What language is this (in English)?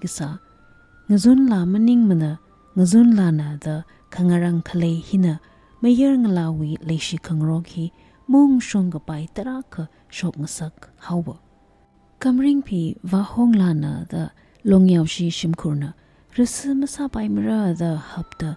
Tangkhul Naga (India)